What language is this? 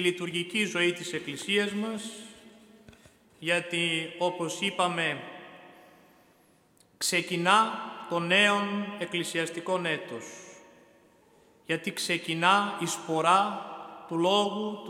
Greek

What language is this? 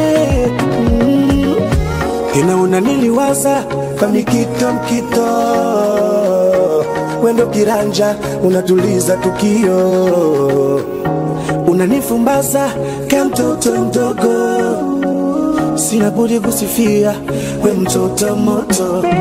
Swahili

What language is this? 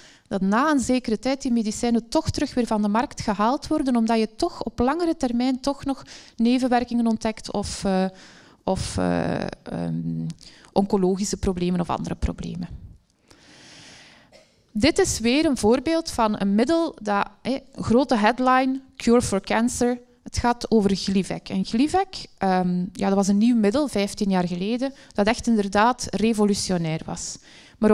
Dutch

